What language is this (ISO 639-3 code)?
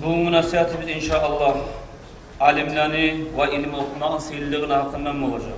kum